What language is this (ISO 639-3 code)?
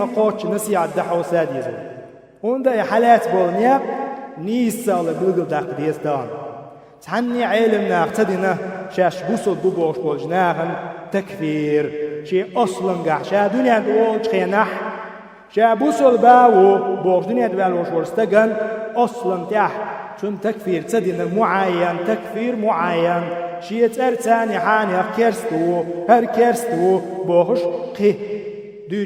che